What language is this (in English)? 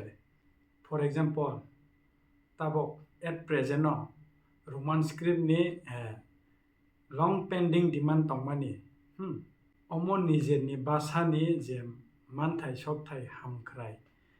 Kok Borok